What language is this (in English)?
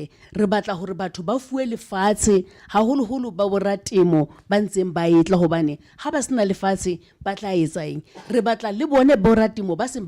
Southern Sotho